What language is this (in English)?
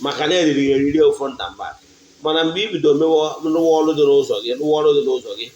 Igbo